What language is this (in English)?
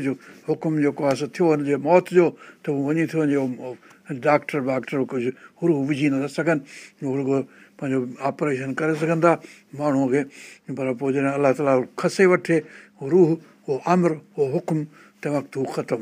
Sindhi